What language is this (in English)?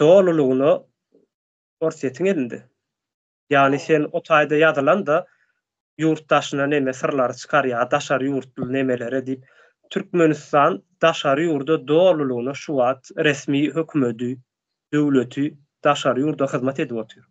Turkmen